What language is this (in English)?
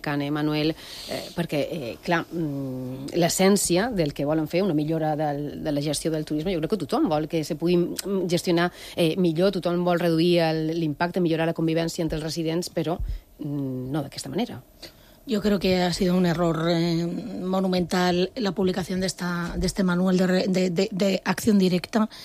Catalan